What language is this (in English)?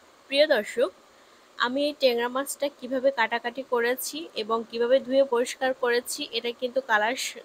Bangla